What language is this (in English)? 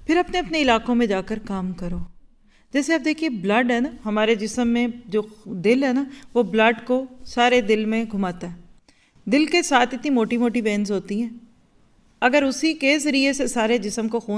Urdu